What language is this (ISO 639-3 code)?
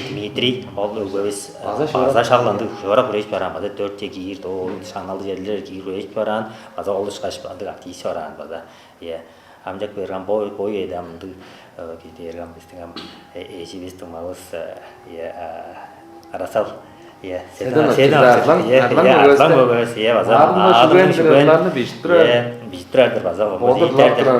tyv